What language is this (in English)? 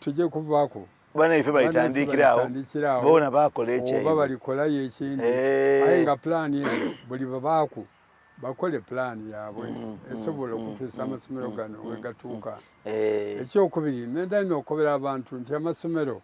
Soga